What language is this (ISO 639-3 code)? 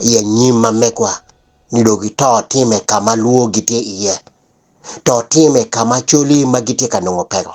ach